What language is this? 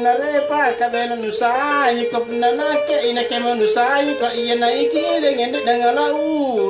Makasar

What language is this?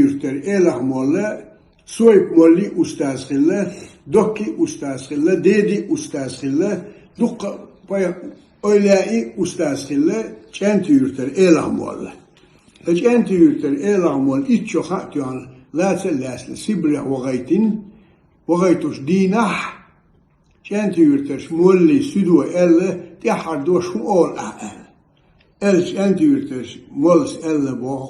Ingush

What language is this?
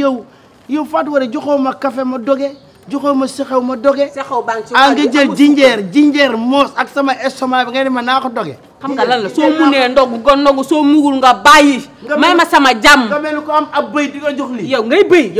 Wolof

